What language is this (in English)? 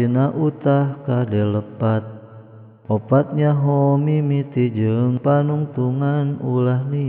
Sundanese